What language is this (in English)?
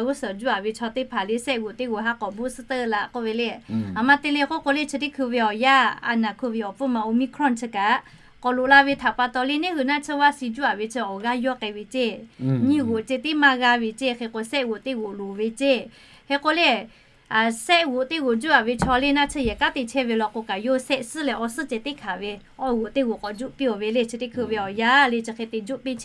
Lahu